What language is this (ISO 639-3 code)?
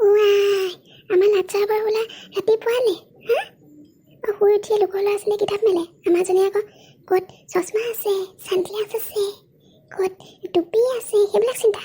asm